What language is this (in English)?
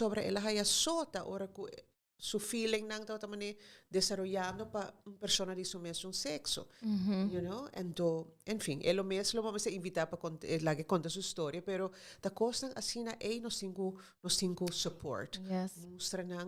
Papiamento